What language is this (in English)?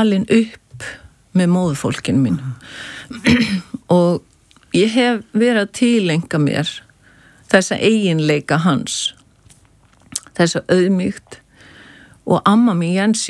Icelandic